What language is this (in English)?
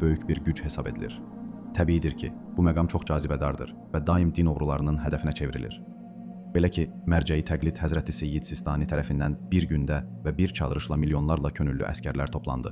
Azerbaijani